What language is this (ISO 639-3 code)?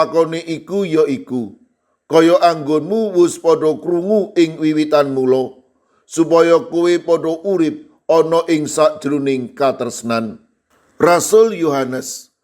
jav